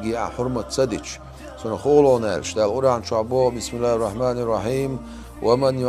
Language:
Chechen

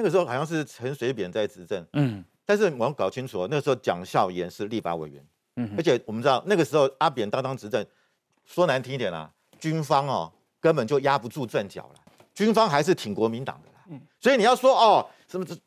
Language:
Chinese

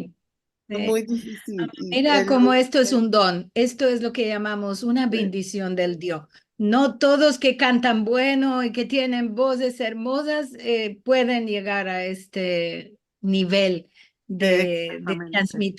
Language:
Ladino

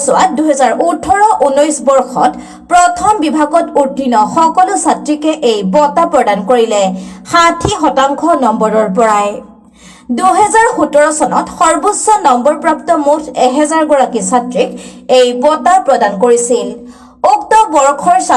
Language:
Assamese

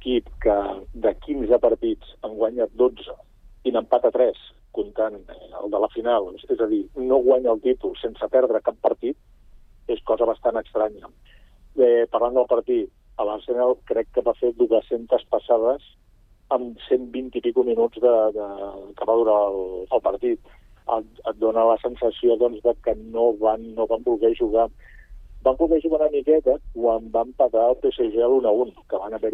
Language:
Catalan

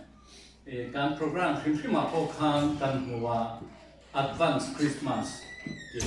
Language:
Mizo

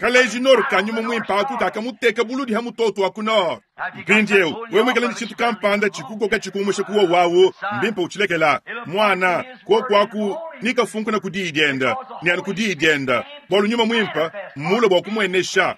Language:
Luba-Lulua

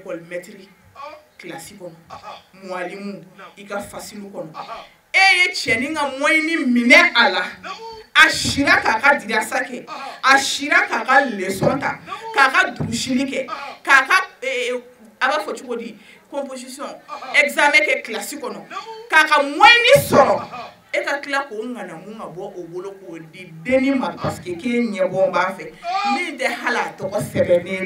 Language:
Bambara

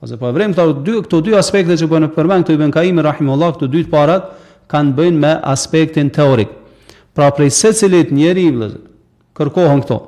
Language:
Albanian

